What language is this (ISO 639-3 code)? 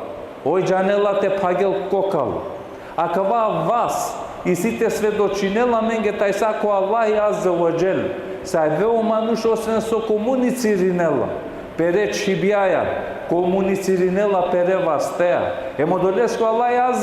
rmn